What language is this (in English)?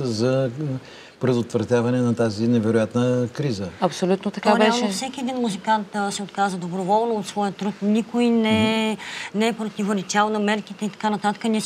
Bulgarian